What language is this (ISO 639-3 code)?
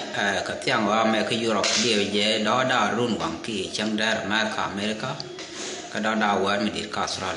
nus